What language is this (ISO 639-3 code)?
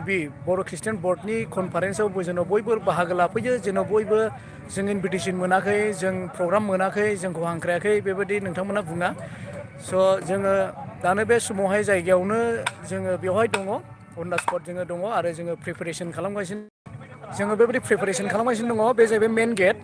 brx